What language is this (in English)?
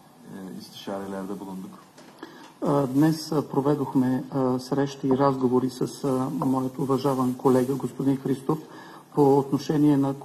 Bulgarian